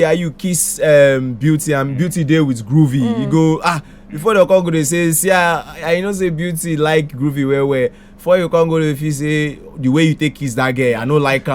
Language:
Nigerian Pidgin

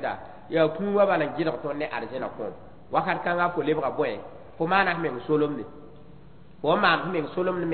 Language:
Mossi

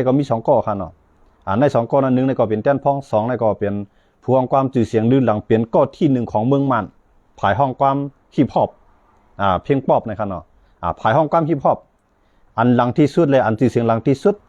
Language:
Shan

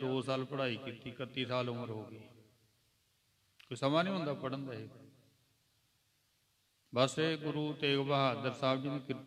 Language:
Punjabi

